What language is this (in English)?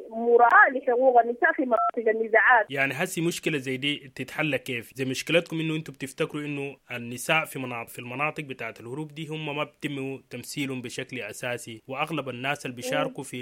Sudanese Arabic